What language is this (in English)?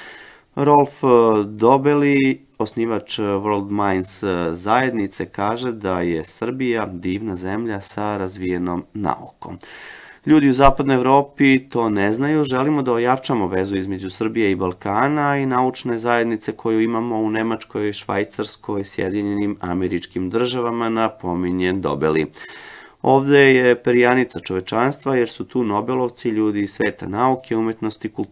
Serbian